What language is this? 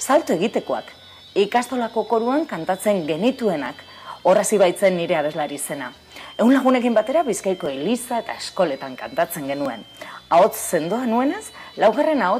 Basque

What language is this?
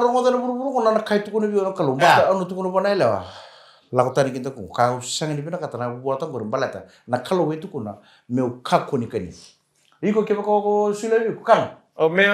Fijian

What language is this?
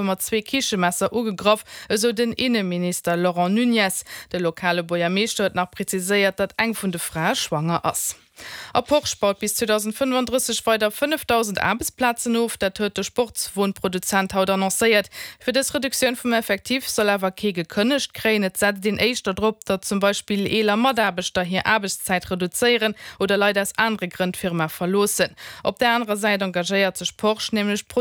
Luxembourgish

